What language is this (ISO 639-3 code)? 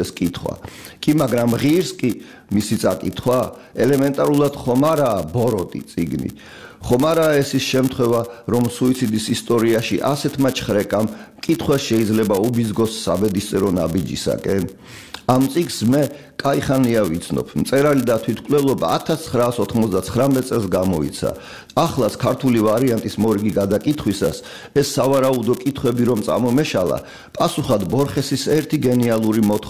kat